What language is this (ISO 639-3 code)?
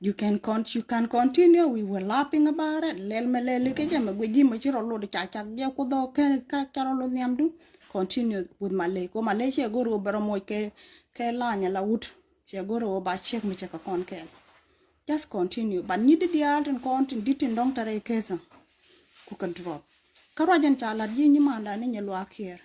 nus